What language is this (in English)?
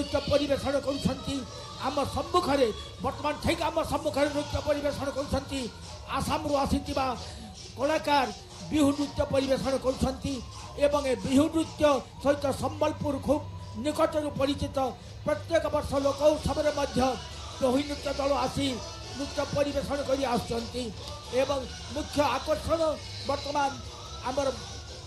Odia